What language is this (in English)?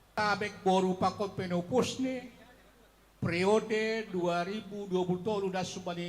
Batak Simalungun